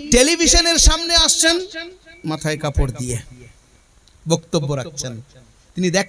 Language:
Bangla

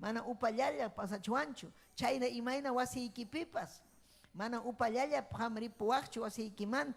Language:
Ayacucho Quechua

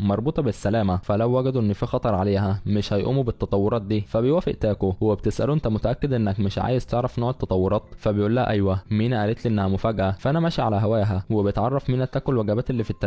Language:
Egyptian Arabic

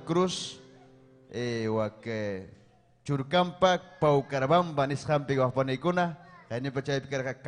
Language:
Ayacucho Quechua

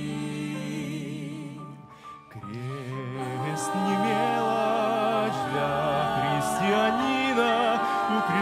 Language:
Russian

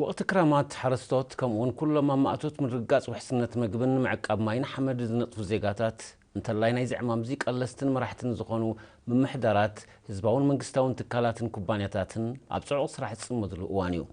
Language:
Tigrinya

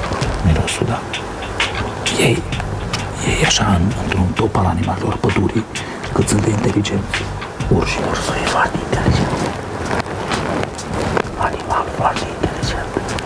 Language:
Romanian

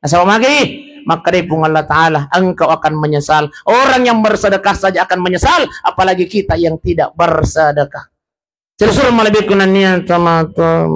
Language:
Buginese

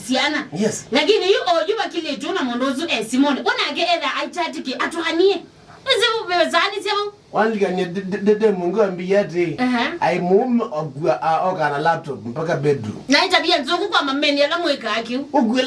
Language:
Kamba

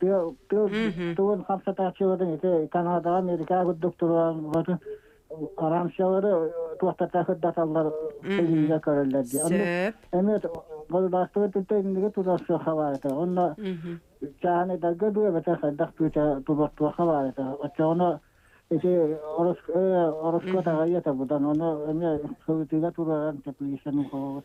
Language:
Yakut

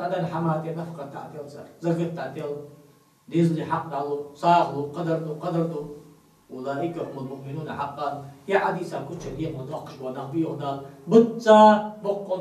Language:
Ingush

